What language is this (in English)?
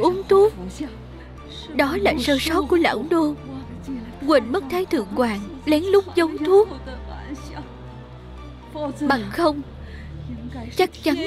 Vietnamese